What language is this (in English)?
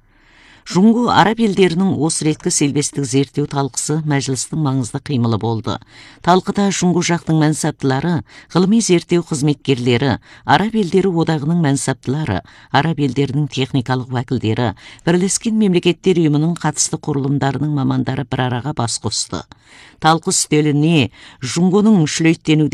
Kazakh